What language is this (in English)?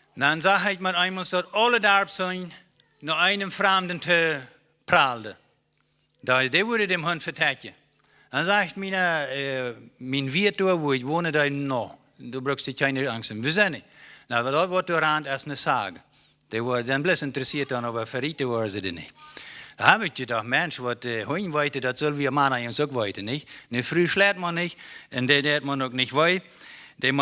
Plautdietsch